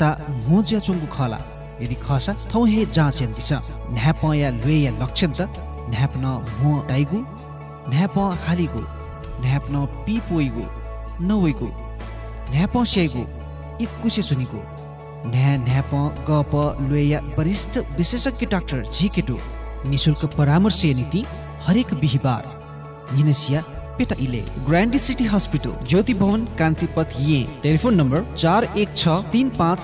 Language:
Newari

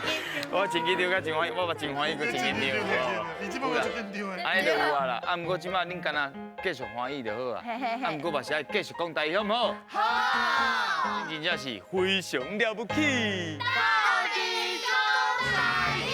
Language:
Min Nan Chinese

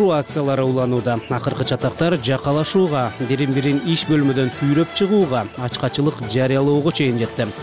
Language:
Kyrgyz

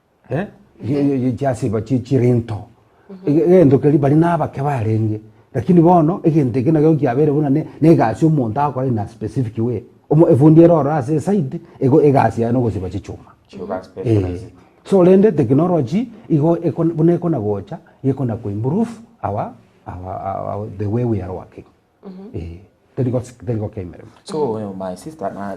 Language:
Gusii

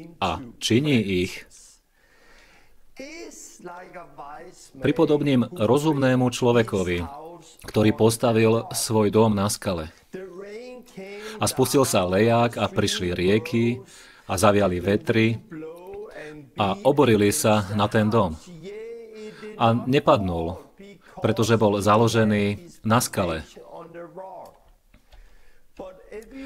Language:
Slovak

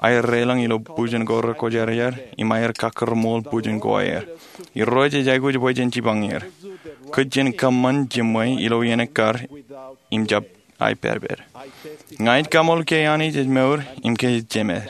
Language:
Marshallese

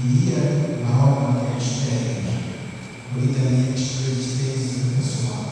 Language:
Tetum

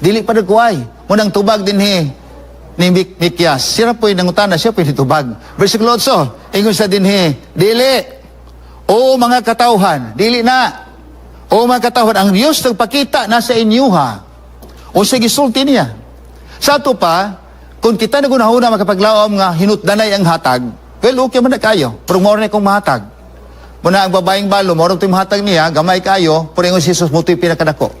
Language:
Cebuano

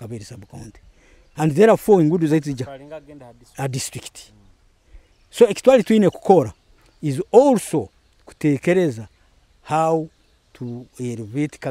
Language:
Nyoro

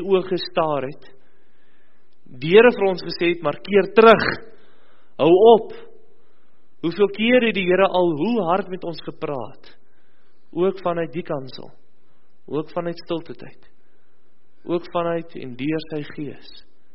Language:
Afrikaans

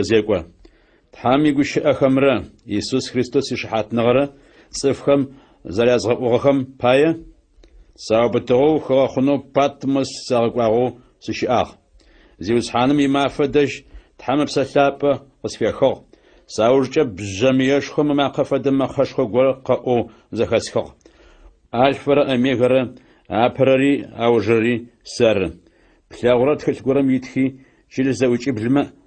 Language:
Adyghe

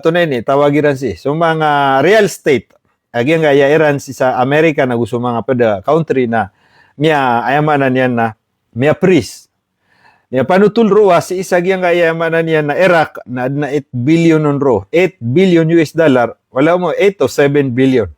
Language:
Maranao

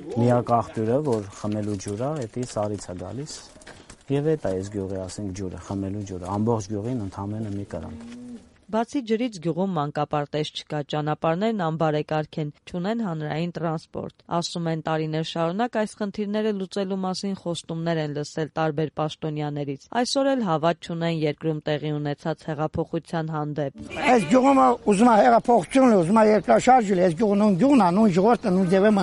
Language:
Armenian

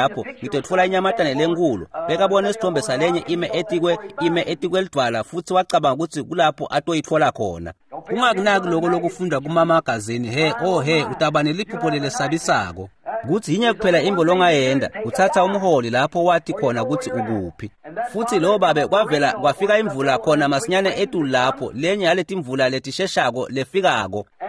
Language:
Swati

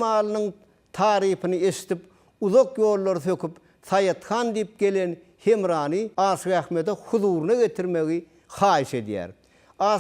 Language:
Turkmen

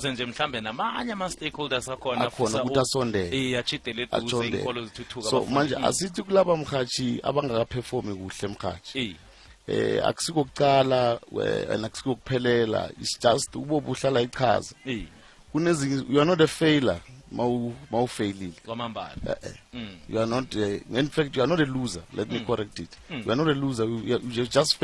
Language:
South Ndebele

